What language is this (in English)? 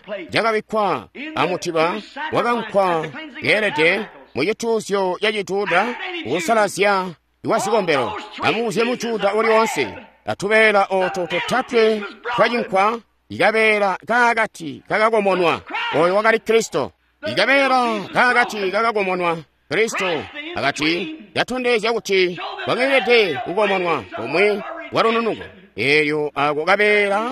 Tonga (Zambia)